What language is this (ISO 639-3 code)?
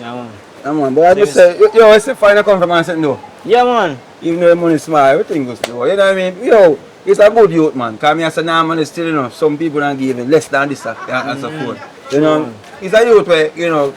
jam